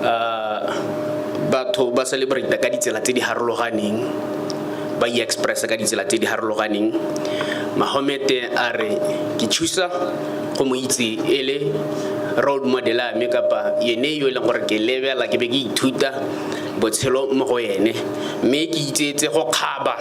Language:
Tswana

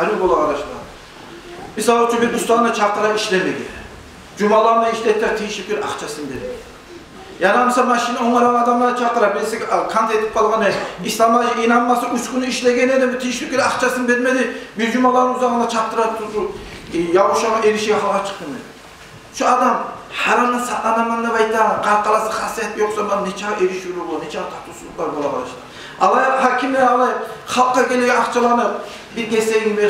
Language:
Kumyk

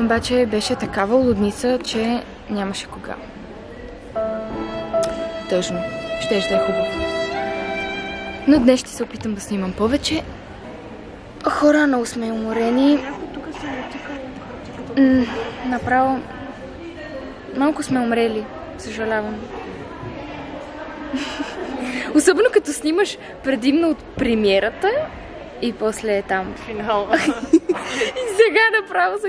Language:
Bulgarian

